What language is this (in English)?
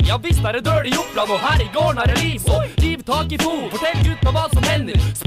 Norwegian